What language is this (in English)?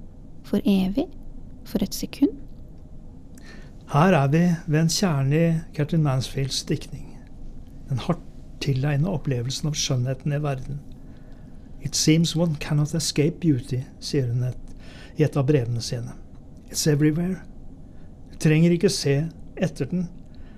Norwegian